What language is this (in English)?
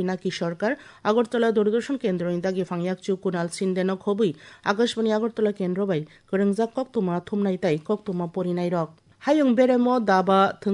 Kok Borok